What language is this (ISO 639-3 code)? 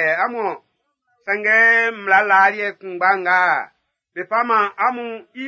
bci